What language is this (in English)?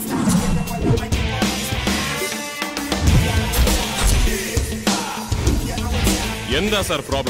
Malayalam